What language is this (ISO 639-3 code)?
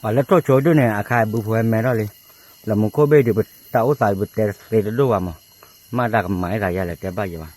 ksw